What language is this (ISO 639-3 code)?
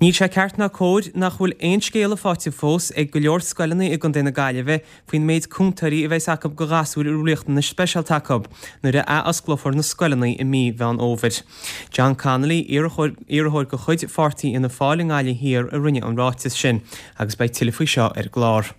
gle